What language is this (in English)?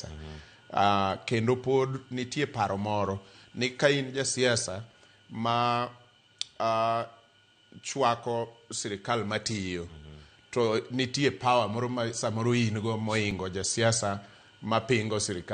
Luo (Kenya and Tanzania)